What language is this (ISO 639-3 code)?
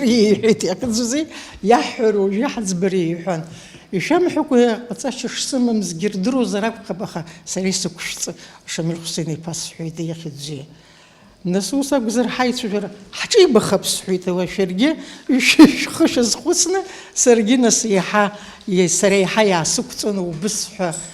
abk